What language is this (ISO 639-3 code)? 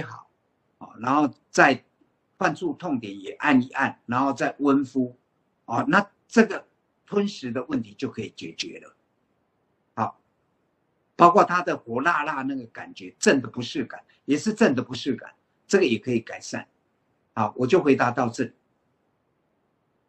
zho